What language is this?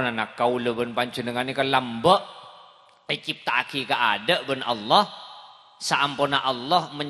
Madurese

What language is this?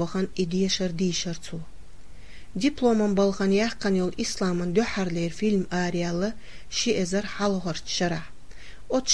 Chechen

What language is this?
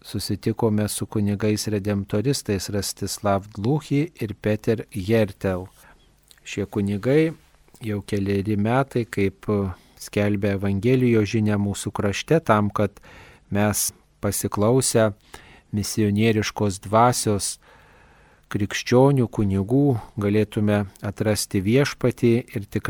Lithuanian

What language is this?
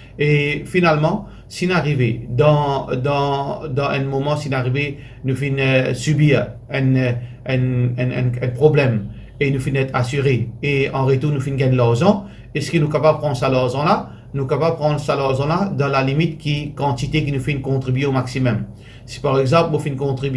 Morisyen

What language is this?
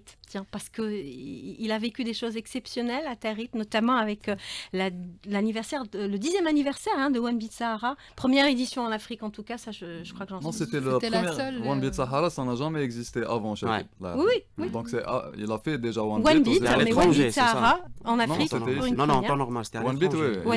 French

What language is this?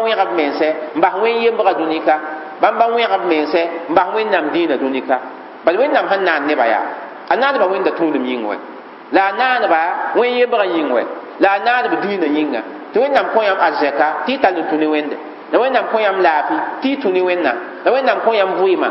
Mossi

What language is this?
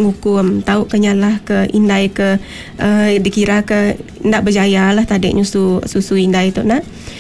Iban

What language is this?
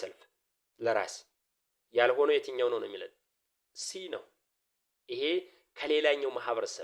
Amharic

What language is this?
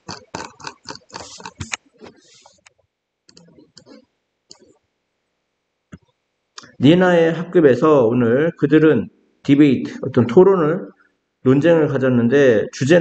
Korean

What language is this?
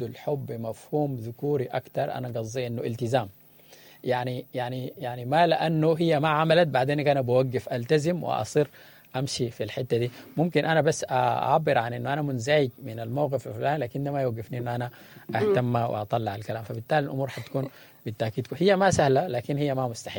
Sudanese Arabic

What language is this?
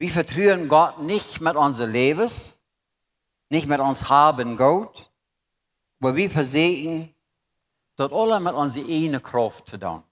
Plautdietsch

